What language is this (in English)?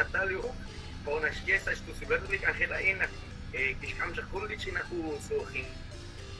Kekchí